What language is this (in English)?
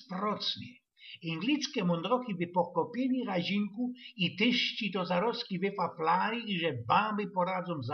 Silesian